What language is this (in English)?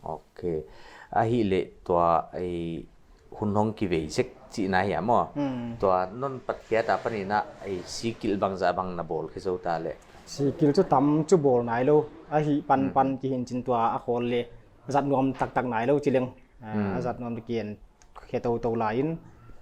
Paite Chin